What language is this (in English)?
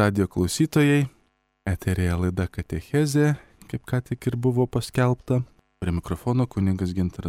Lithuanian